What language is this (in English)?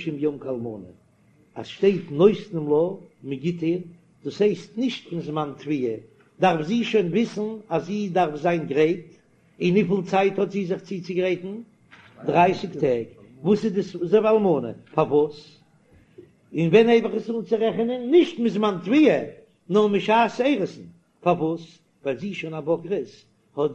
Yiddish